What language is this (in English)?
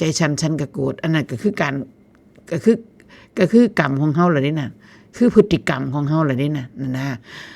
Northeastern Thai